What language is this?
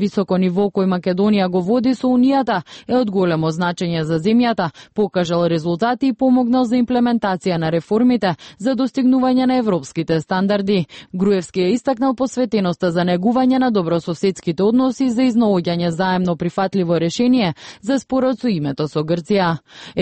Macedonian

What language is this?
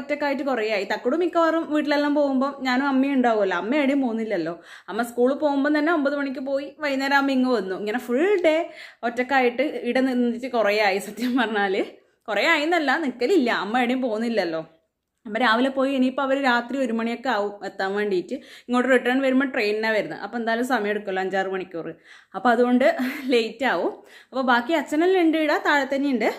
Malayalam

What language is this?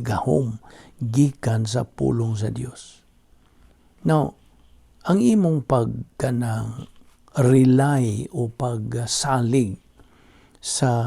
Cebuano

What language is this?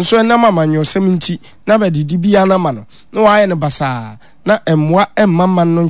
Akan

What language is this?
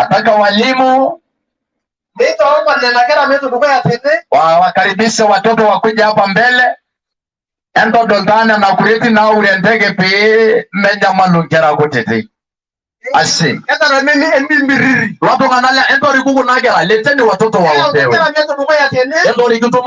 Masai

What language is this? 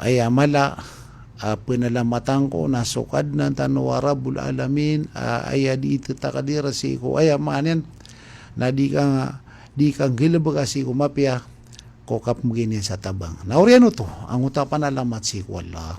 Maranao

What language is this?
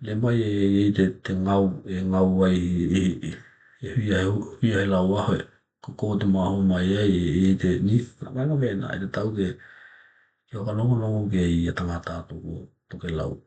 Tokelau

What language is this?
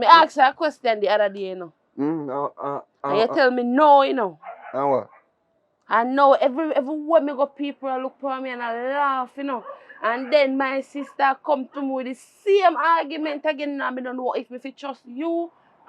Jamaican Creole English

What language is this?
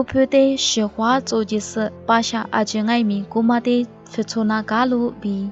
Lisu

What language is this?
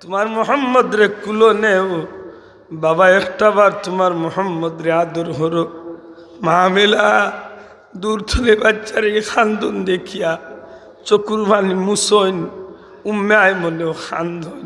Sylheti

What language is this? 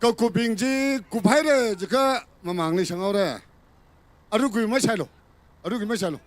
Tangkhul Naga (India)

